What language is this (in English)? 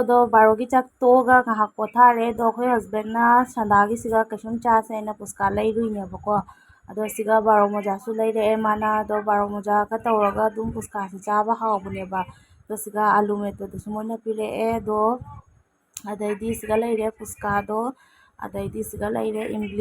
Manipuri